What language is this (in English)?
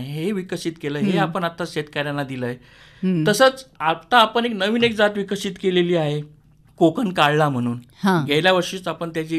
Marathi